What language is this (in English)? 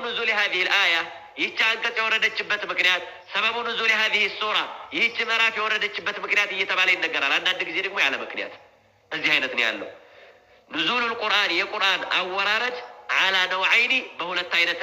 Amharic